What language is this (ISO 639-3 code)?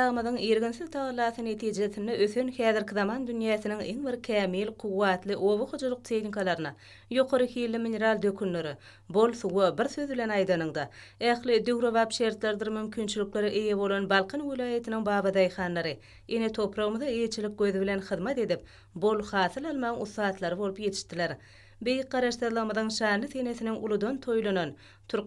tuk